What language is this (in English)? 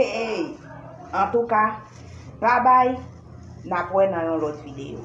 Haitian Creole